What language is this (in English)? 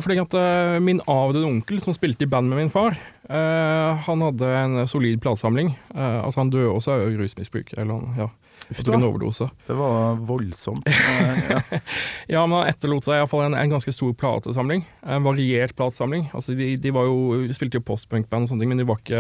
Norwegian